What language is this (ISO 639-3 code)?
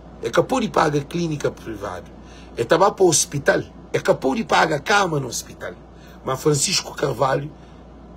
kea